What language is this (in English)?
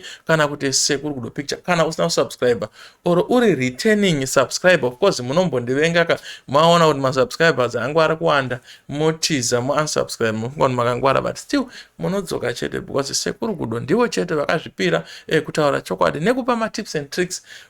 Shona